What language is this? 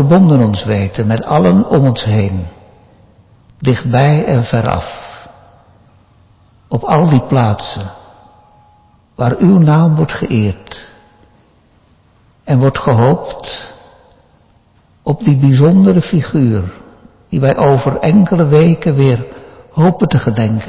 Dutch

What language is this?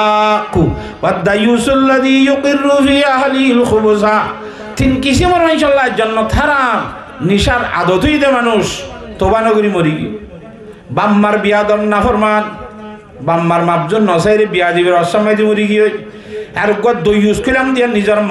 Rohingya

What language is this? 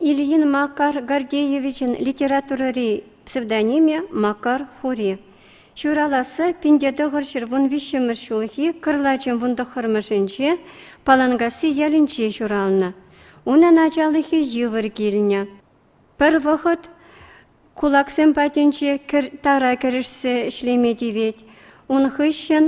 Chuvash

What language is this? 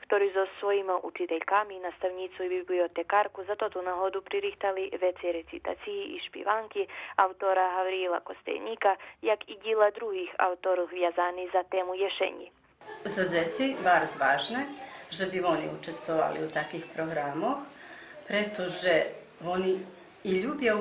Rusyn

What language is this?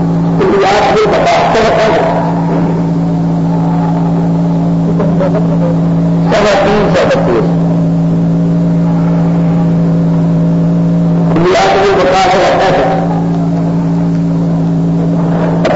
Urdu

